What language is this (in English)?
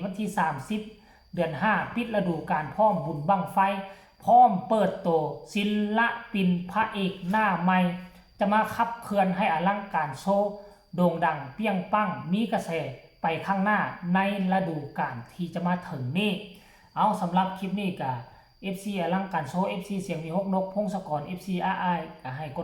Northeastern Thai